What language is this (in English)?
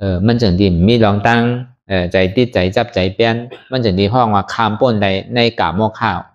Shan